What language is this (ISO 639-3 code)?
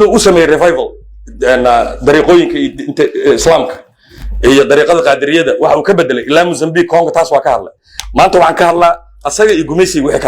som